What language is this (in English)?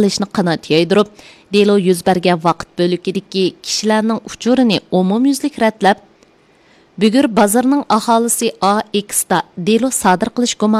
Uyghur